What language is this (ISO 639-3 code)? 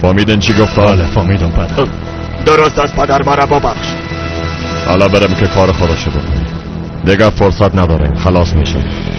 tgk